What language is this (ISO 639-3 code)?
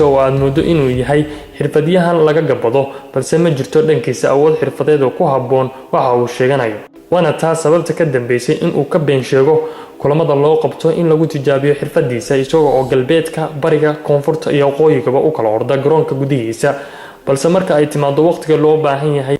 som